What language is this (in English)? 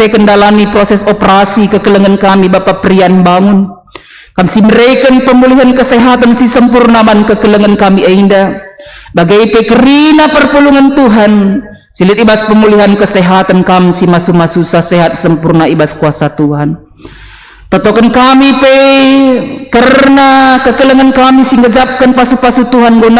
Batak Karo